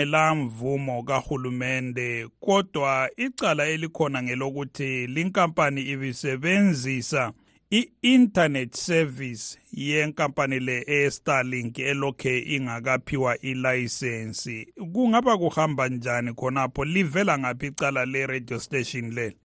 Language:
North Ndebele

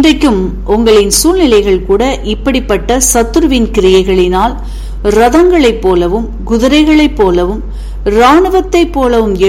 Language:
Tamil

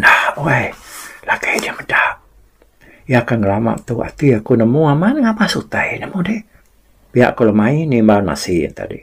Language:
Iban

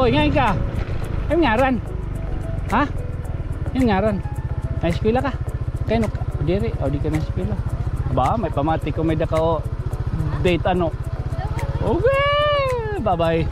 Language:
Waray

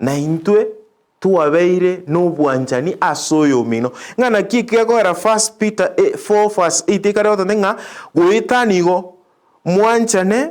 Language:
Gusii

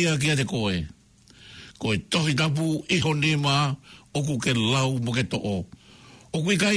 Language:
Tongan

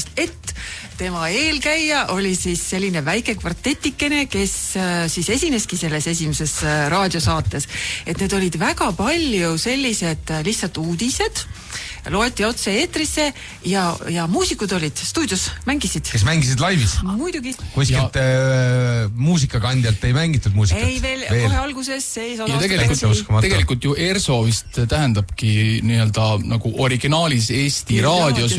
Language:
Estonian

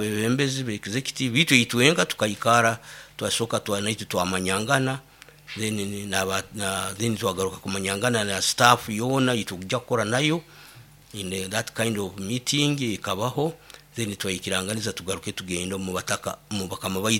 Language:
Nyoro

